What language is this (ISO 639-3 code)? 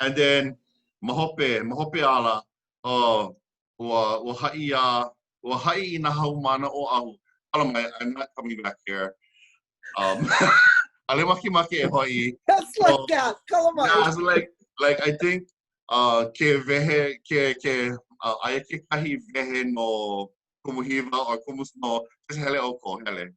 haw